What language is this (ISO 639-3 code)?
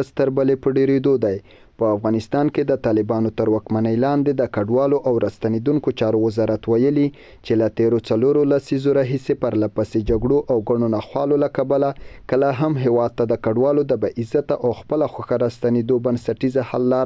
pus